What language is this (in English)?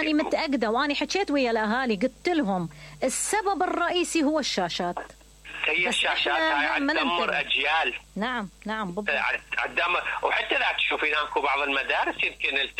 Mesopotamian Arabic